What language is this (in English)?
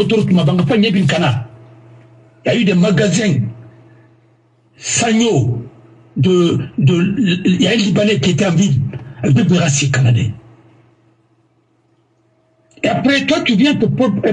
French